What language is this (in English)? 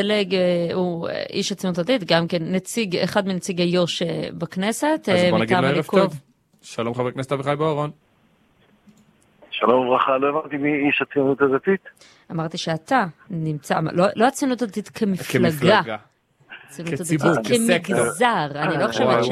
Hebrew